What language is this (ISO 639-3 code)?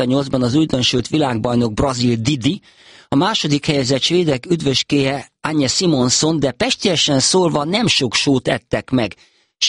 hun